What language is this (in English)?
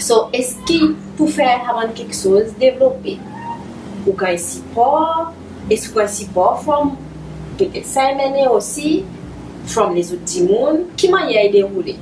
Seselwa Creole French